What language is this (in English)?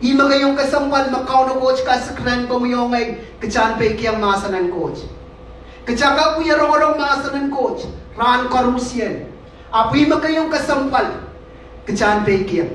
Pohnpeian